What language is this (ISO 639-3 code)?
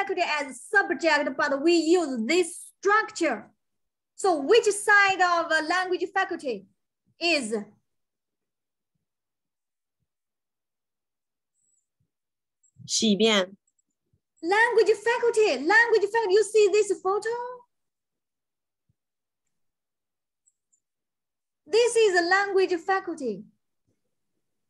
eng